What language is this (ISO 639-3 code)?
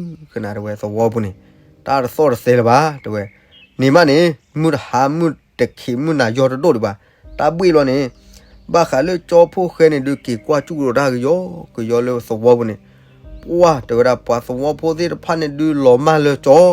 ksw